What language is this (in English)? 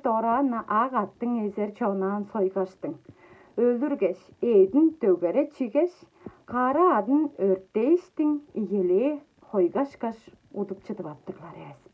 Tuvinian